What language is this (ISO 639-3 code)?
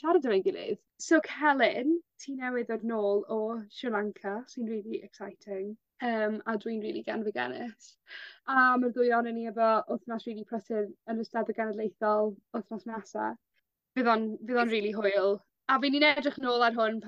cym